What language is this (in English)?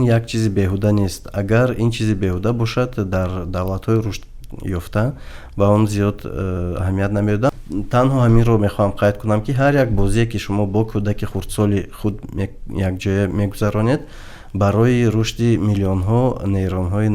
Tajik